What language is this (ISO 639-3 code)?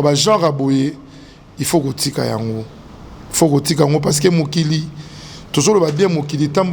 lin